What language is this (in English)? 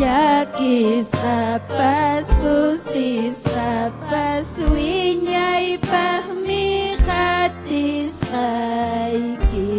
Ayacucho Quechua